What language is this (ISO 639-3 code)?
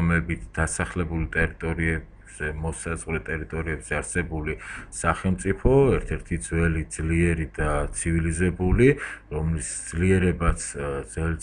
kat